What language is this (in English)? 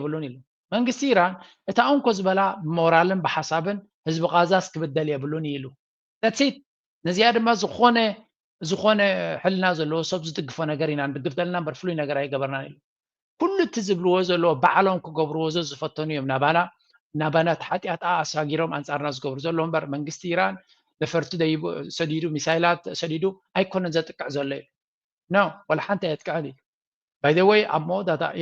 Tigrinya